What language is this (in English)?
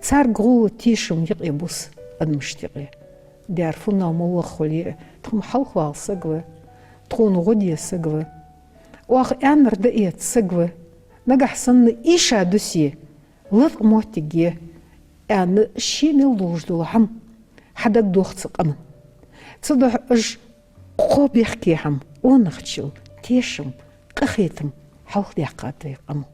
Ingush